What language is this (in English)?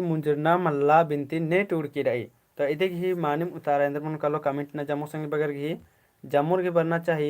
Kurukh